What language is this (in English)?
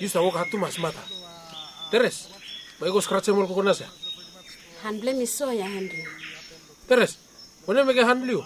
Bislama